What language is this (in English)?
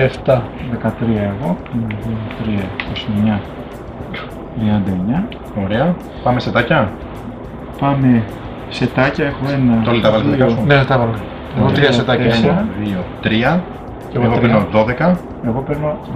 Greek